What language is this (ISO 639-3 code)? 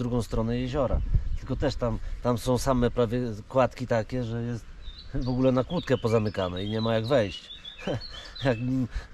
pol